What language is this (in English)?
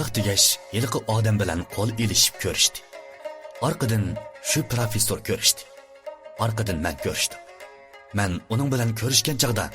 Uyghur